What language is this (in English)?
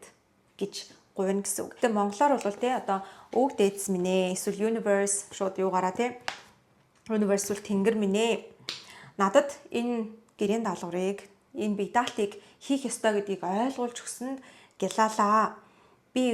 Mongolian